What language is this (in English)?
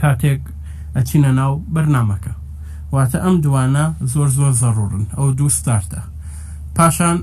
Central Kurdish